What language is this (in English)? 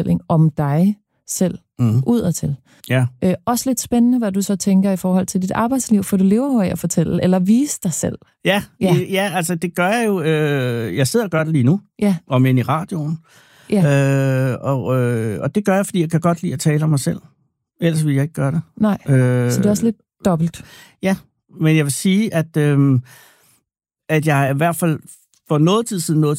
Danish